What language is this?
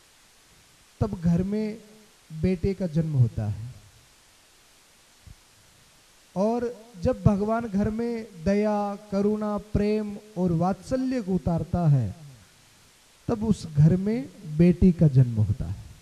Hindi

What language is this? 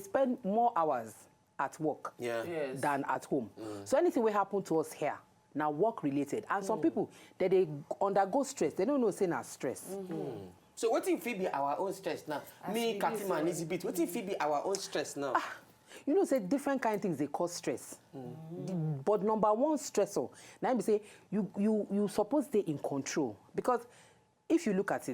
Nigerian Pidgin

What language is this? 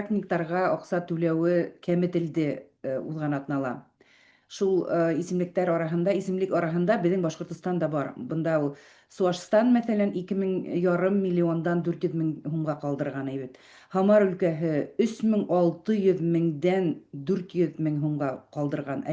Bashkir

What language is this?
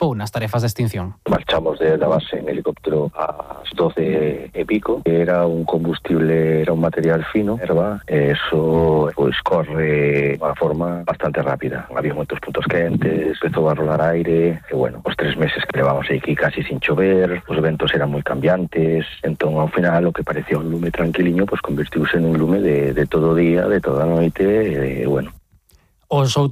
Galician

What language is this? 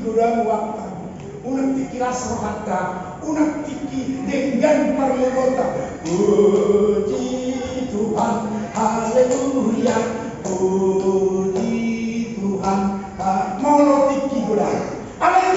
Batak Toba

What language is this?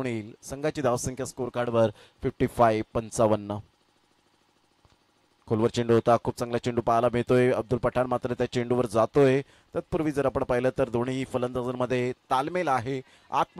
Marathi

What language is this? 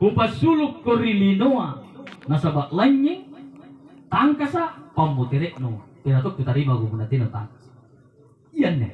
Makasar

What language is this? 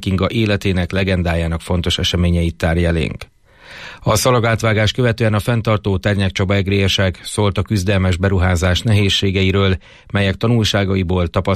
Hungarian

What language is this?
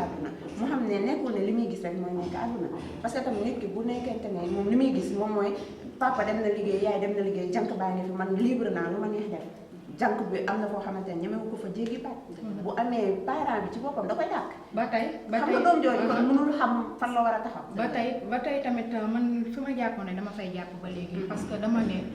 Wolof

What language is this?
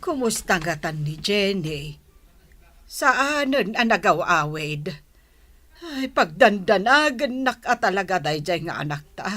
Iloko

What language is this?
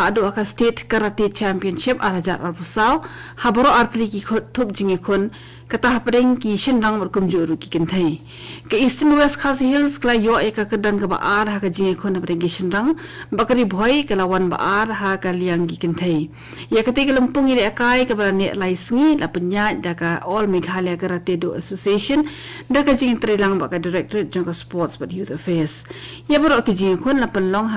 Khasi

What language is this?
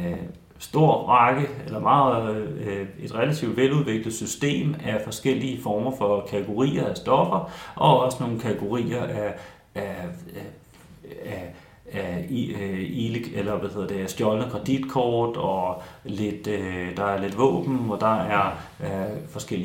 Danish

